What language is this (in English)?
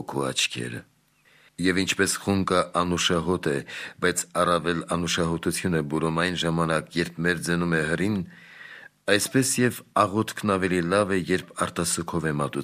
Armenian